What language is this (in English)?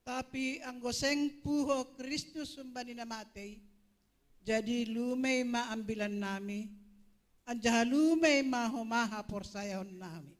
Batak Simalungun